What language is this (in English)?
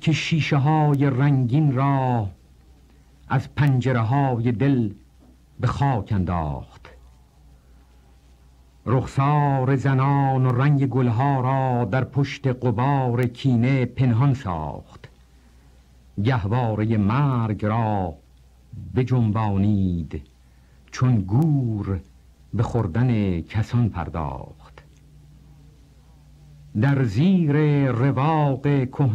Persian